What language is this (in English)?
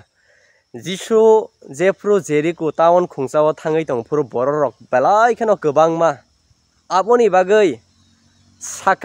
Kok Borok